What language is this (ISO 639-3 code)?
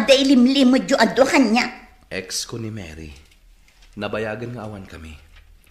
ilo